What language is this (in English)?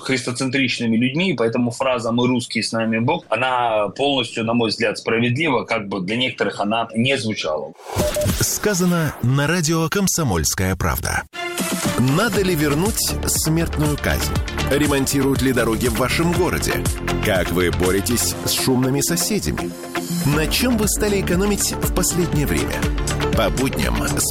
Russian